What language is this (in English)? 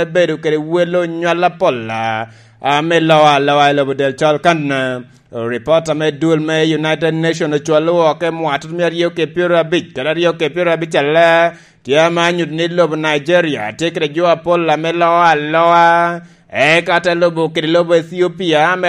Lango (Uganda)